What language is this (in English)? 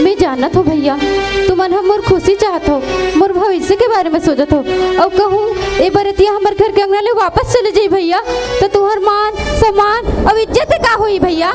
Chhattisgarhi